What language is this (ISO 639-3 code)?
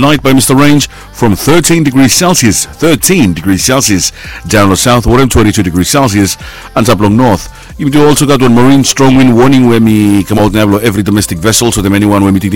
bis